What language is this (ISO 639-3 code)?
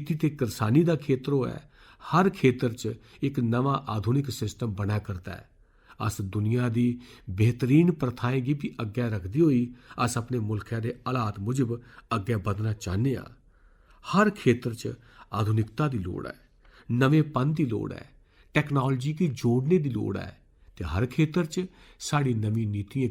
doi